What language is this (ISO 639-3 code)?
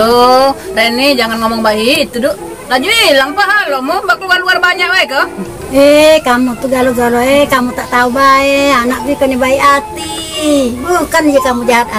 mui